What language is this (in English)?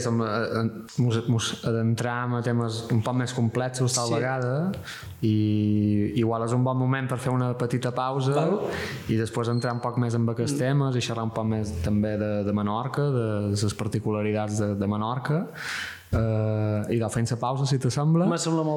Catalan